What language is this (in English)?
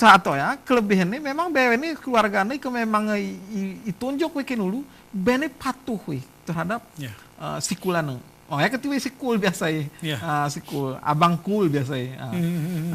Gayo